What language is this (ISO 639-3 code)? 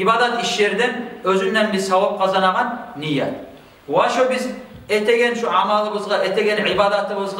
kum